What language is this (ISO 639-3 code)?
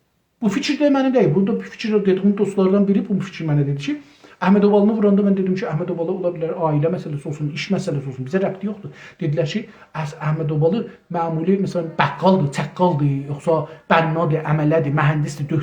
azb